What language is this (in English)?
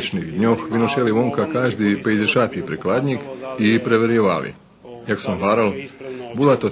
Rusyn